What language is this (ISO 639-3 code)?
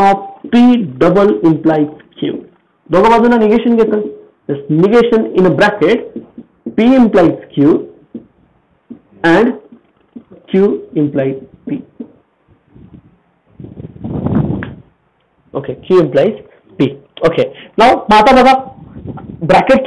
mar